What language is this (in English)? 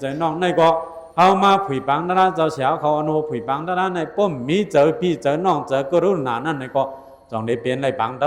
Shan